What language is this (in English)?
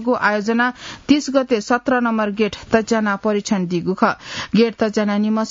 Newari